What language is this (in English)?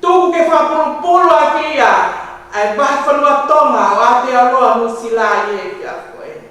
Tongan